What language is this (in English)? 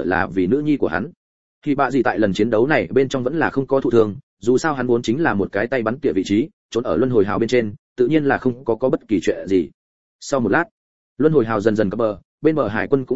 Vietnamese